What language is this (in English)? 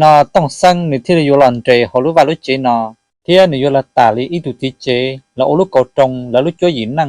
Hmong